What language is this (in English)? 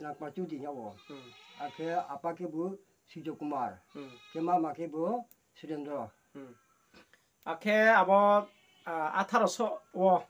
Riang (India)